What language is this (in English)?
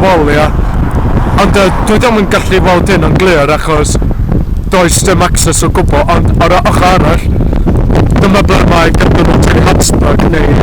Welsh